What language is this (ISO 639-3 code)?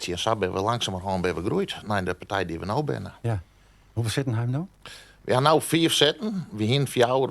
fry